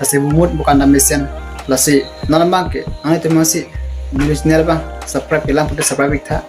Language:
Karbi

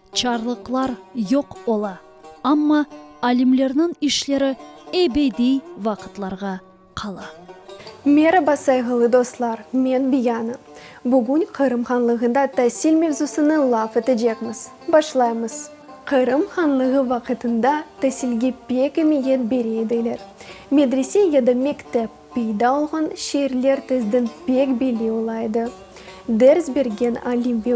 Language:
Crimean Tatar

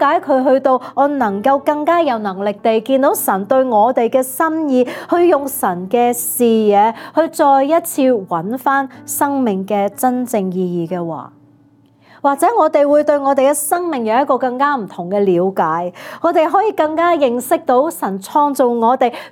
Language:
Cantonese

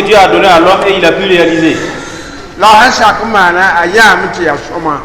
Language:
Mossi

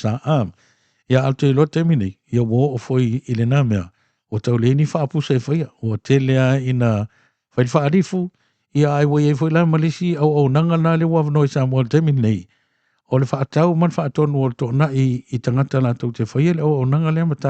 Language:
Samoan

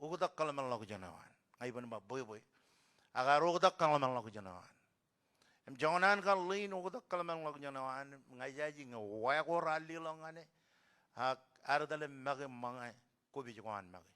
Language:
Marshallese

